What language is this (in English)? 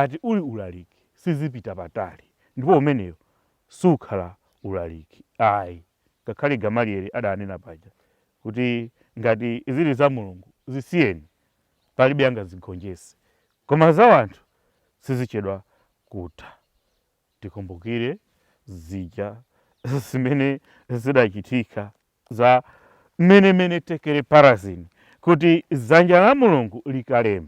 Nyanja